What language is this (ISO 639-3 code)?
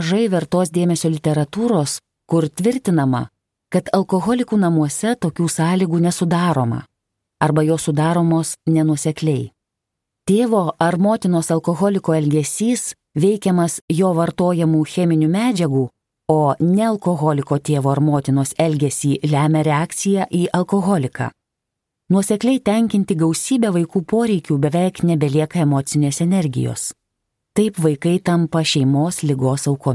lit